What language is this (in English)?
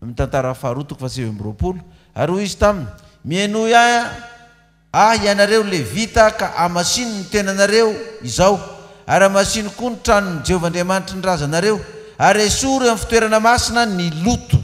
Malagasy